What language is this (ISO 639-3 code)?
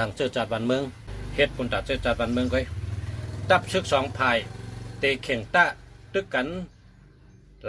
shn